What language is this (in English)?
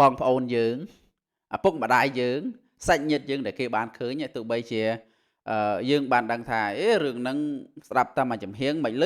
Khmer